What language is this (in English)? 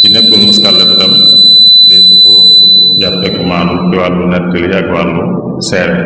Wolof